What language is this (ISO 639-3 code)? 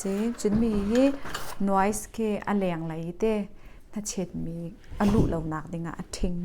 cnh